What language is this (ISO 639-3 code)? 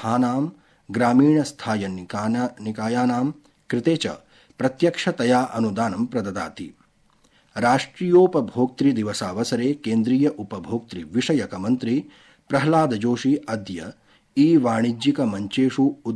san